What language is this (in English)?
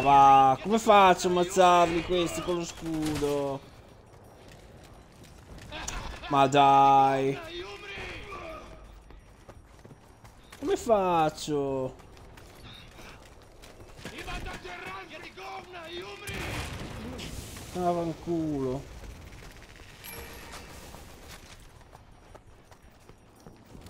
Italian